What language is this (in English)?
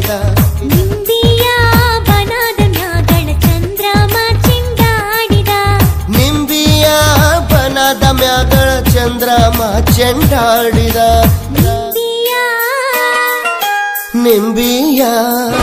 Kannada